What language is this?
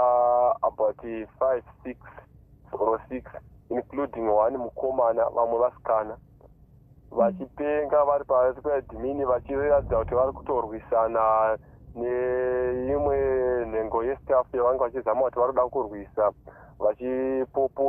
Shona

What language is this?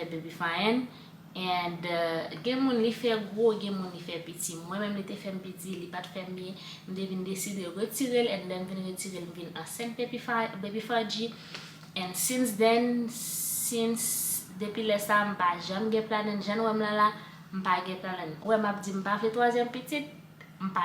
Haitian Creole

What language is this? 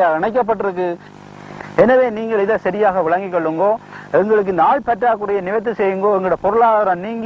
Tamil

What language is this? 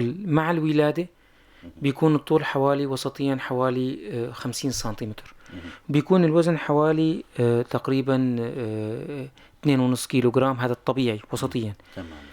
North Levantine Arabic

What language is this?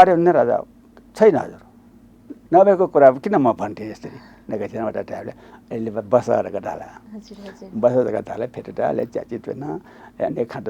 Newari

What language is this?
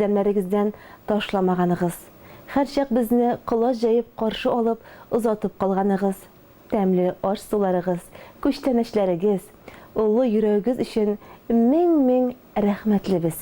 Tatar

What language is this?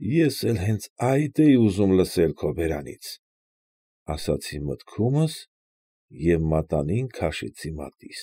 Armenian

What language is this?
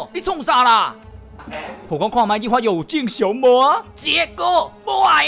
Min Nan Chinese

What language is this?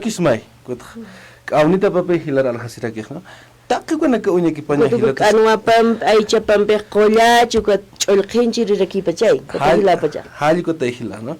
Aymara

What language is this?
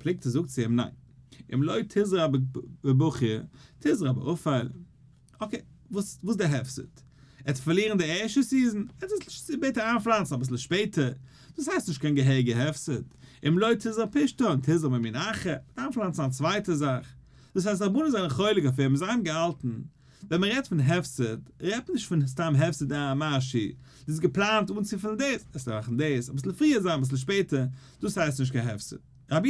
Yiddish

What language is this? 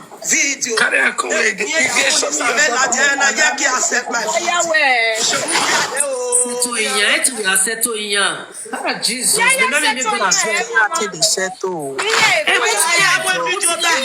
Nigerian Pidgin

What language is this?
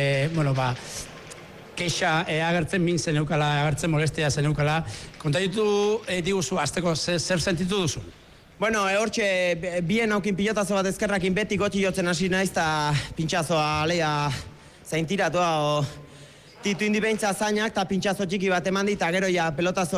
Basque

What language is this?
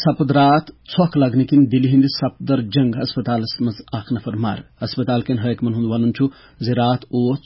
Kashmiri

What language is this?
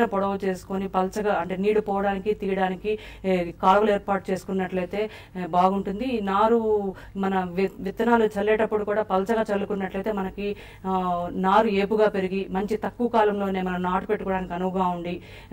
Telugu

